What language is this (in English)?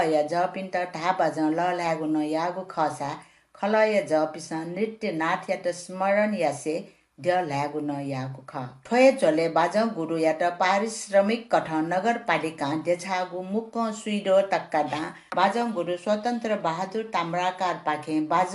Newari